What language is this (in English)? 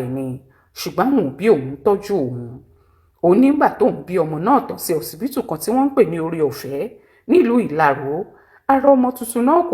Yoruba